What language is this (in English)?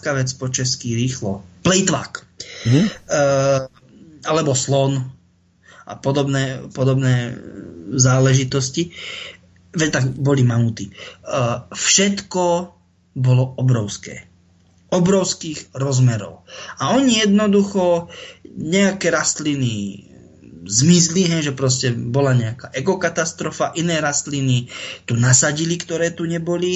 Slovak